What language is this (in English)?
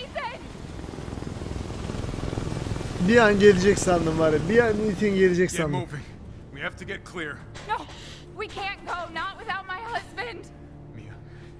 Turkish